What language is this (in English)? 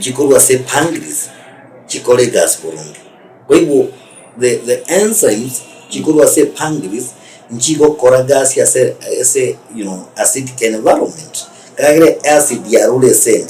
Gusii